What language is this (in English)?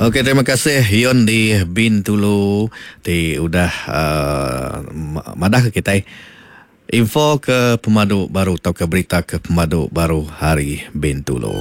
Iban